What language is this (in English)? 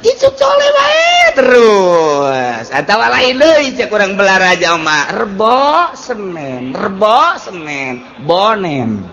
Sundanese